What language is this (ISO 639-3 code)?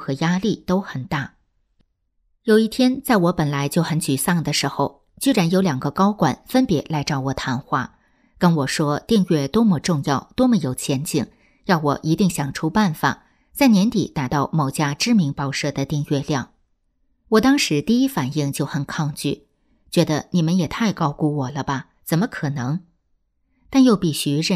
zho